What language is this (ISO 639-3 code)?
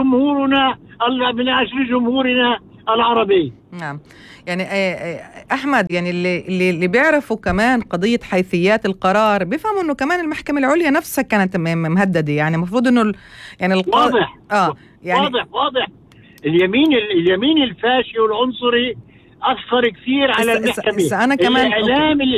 apc